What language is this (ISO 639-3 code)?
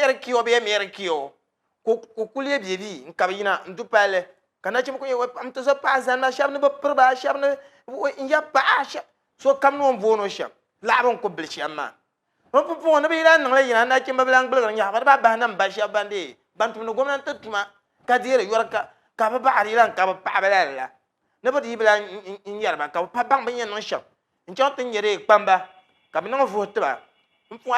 dag